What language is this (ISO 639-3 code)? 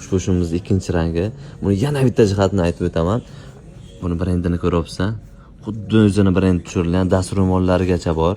uzb